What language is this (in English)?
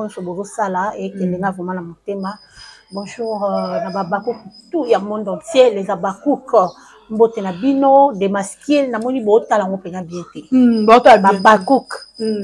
Lingala